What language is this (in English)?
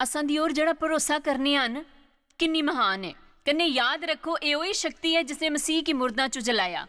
Dogri